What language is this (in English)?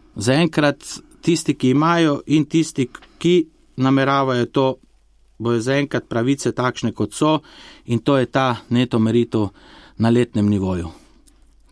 Slovenian